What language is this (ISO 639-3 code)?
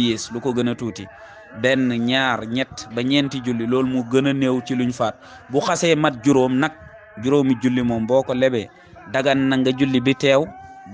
wol